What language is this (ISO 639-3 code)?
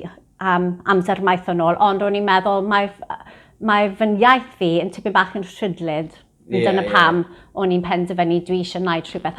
cym